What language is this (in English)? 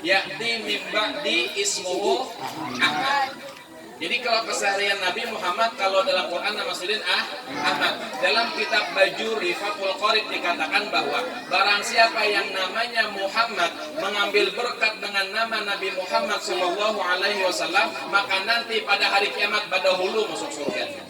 Banjar